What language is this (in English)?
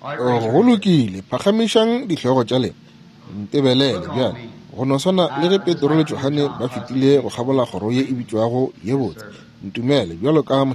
Northern Sotho